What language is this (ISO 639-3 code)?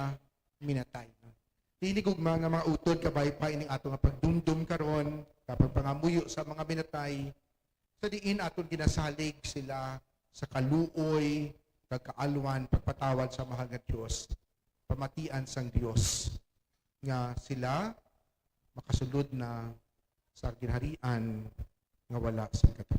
hil